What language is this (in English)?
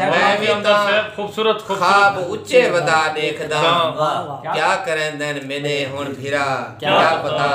Saraiki